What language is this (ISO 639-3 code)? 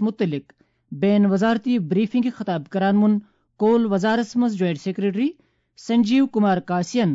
kas